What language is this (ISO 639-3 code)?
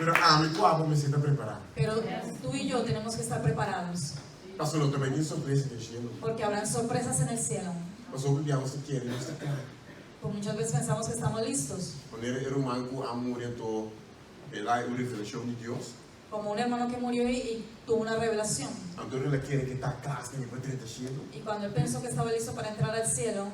pap